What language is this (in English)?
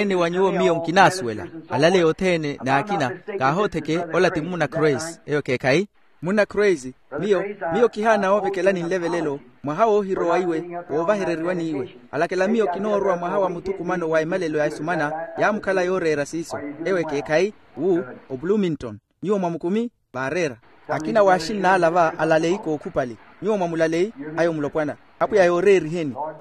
Makhuwa